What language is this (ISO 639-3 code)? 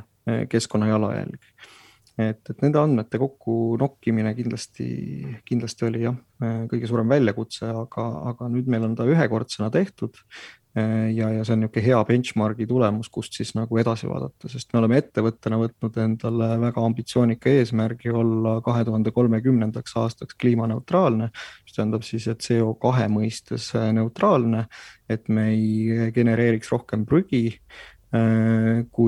est